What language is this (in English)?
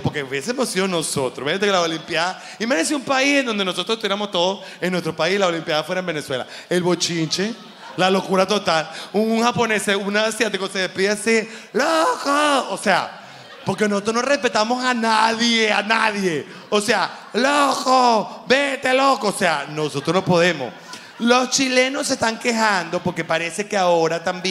Spanish